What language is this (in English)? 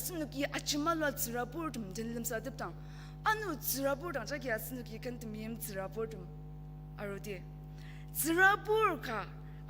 Ao Naga